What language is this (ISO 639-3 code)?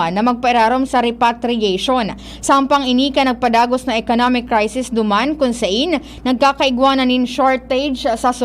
bik